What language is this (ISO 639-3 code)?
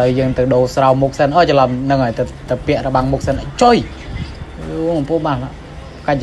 khm